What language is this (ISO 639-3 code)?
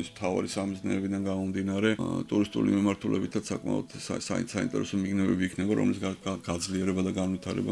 kat